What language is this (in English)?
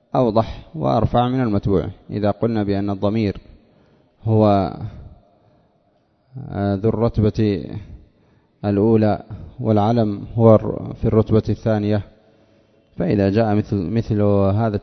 Arabic